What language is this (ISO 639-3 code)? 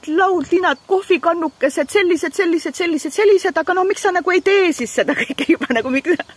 est